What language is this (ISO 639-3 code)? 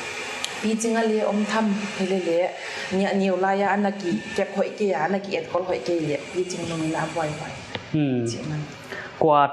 pck